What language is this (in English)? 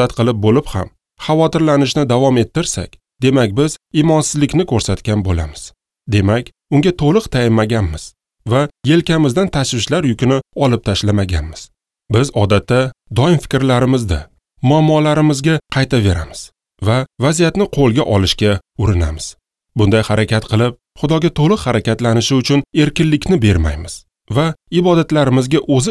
Uzbek